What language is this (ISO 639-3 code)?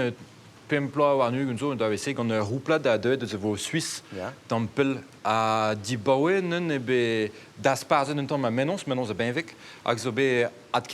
bre